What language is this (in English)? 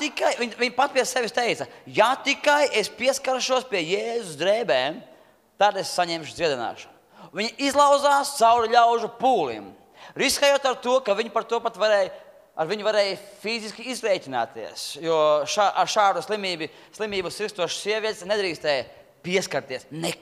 Latvian